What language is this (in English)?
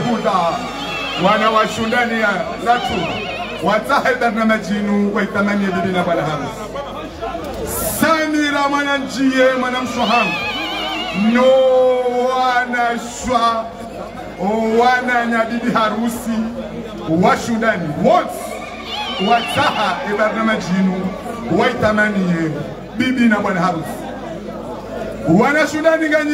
Swahili